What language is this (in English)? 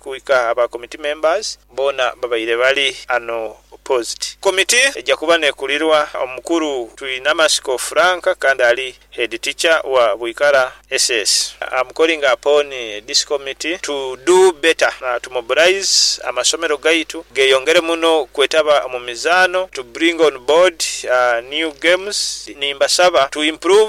Nyoro